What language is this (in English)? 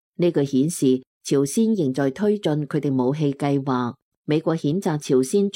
Cantonese